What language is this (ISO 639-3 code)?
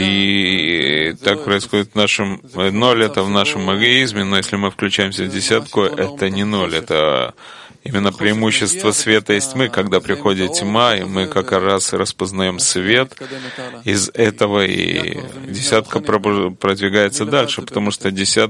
rus